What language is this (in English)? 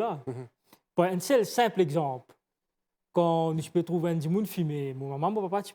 Morisyen